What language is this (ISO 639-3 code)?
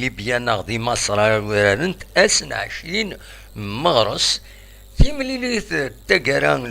kab